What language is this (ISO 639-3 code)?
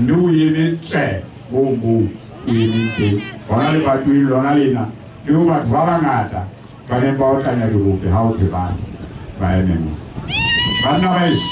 sot